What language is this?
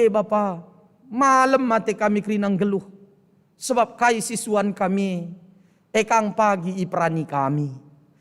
Batak Karo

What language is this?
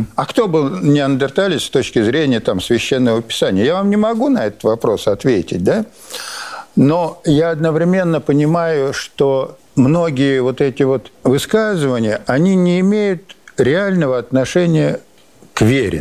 Russian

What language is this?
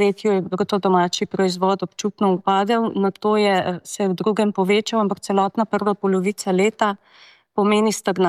Slovenian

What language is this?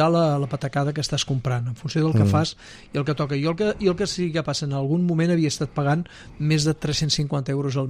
Catalan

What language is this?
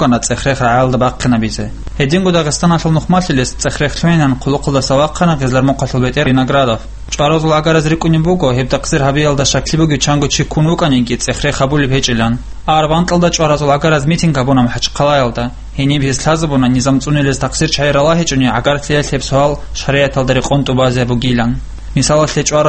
Avaric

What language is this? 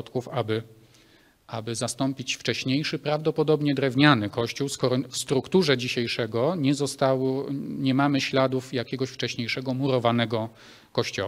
Polish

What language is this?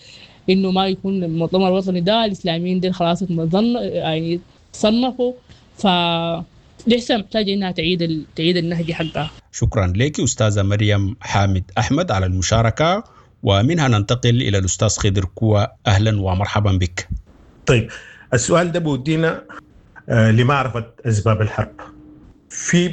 Sudanese Arabic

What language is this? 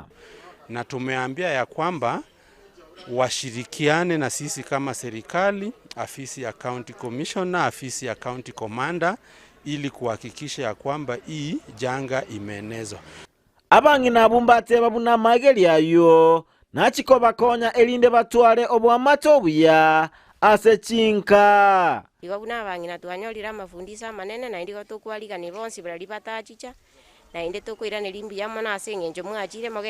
Gusii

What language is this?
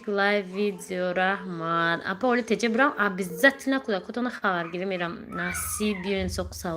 Tajik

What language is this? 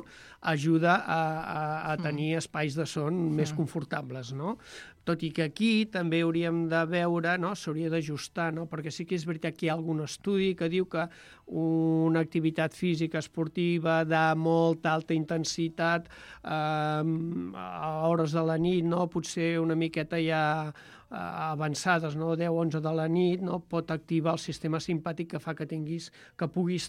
Catalan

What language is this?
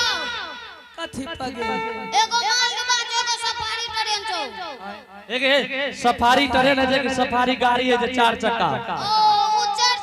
Angika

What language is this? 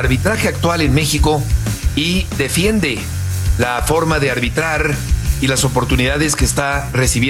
Spanish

